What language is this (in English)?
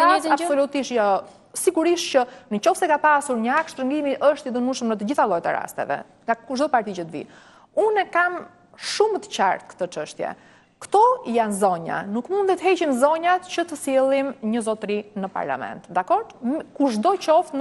Albanian